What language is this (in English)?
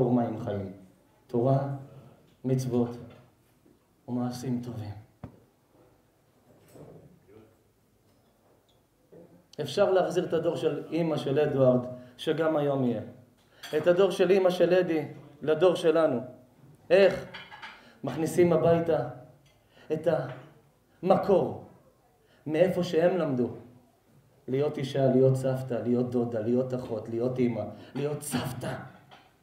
Hebrew